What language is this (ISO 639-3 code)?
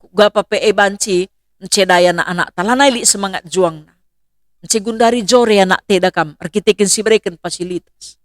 btx